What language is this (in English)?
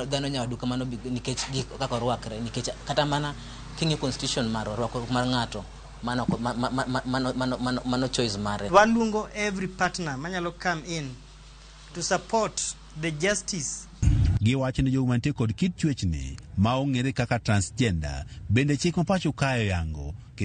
Luo (Kenya and Tanzania)